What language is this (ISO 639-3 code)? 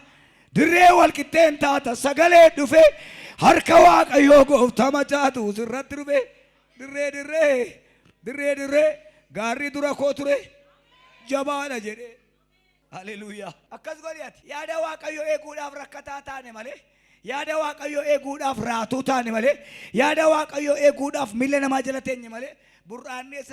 orm